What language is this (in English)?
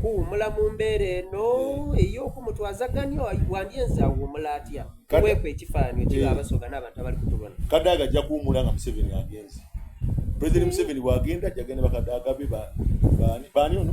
Soga